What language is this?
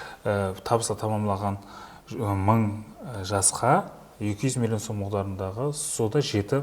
Kara-Kalpak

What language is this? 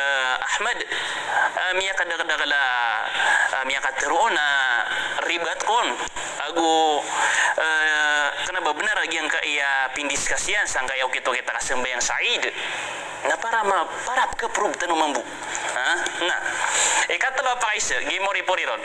Maranao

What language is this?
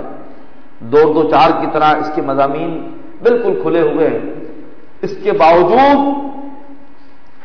Urdu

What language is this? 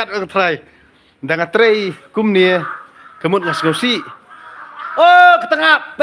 Khasi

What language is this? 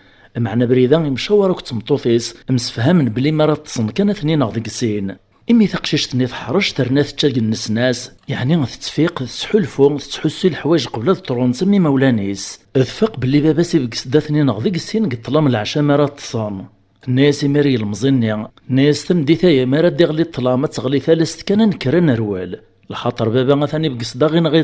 Kabyle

